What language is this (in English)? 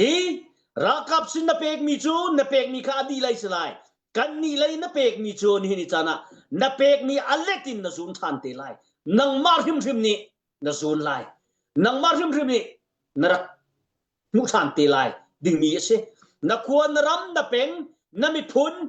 Hakha Chin